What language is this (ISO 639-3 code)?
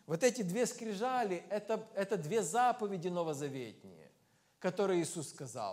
rus